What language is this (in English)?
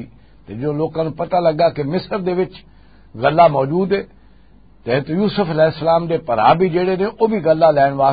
Western Panjabi